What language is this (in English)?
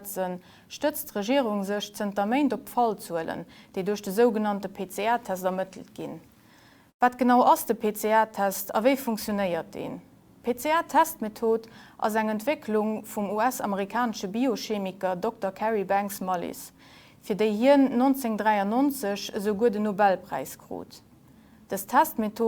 Luxembourgish